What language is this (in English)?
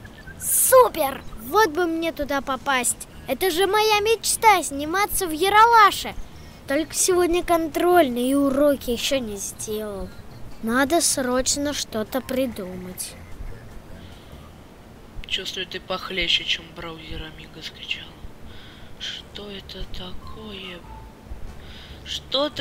Russian